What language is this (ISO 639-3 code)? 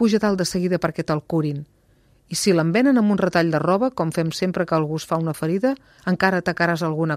cat